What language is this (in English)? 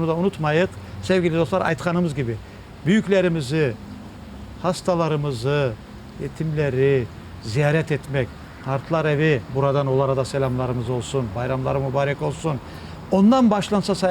Crimean Tatar